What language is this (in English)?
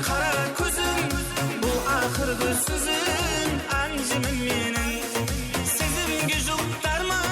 Kara-Kalpak